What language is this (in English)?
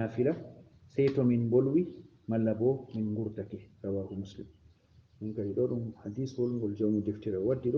Fula